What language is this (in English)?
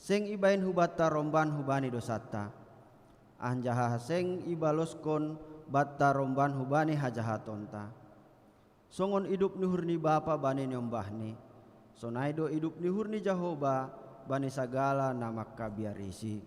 Batak Simalungun